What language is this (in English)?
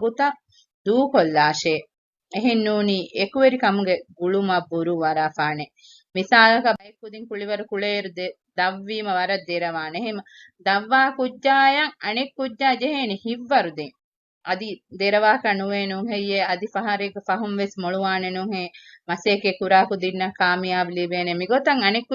Divehi